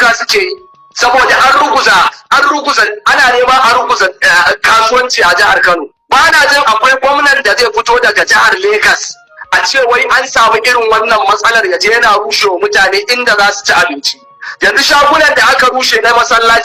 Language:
Hausa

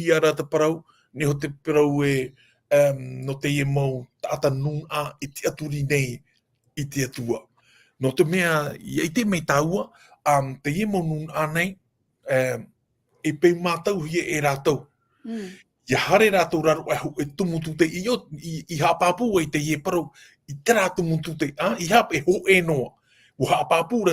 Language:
Tahitian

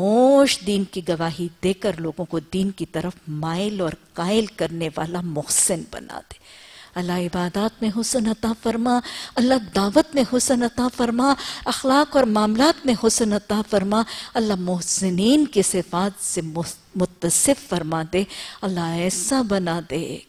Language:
Urdu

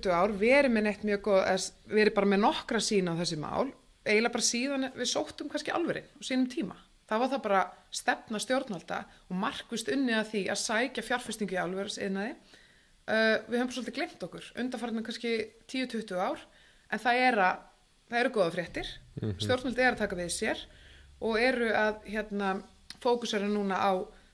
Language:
Icelandic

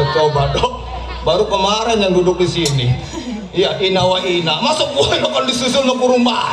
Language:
Betawi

